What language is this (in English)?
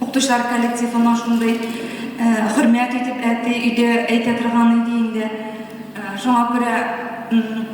Tatar